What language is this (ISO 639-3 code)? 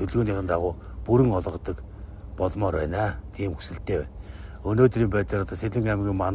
mon